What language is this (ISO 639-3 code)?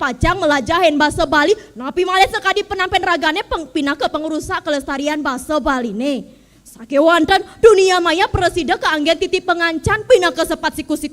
ban